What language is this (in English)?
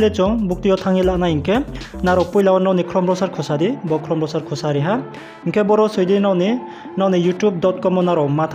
Riang (India)